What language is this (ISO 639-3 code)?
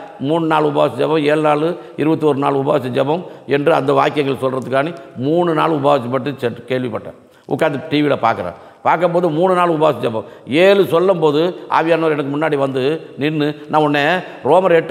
tam